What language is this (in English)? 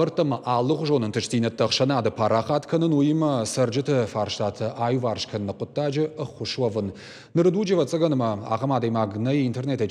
Ossetic